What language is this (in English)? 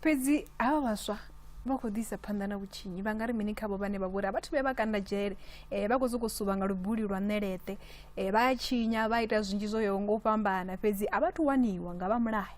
Venda